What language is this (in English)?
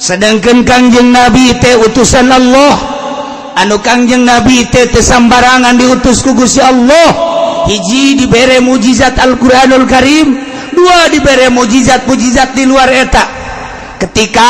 Sundanese